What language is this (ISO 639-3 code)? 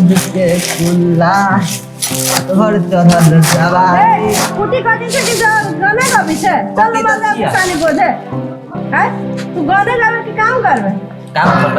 mai